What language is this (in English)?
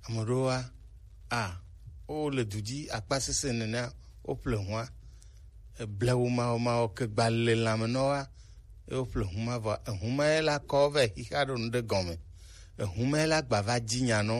Gen